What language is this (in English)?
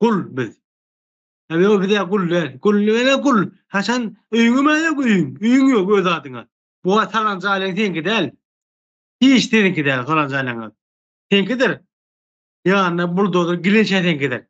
Turkmen